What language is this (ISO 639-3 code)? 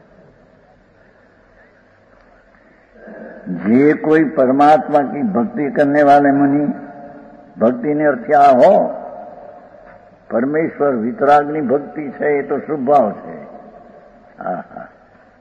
guj